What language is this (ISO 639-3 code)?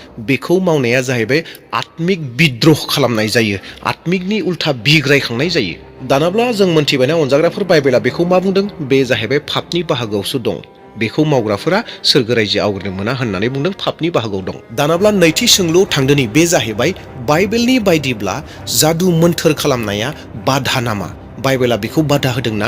brx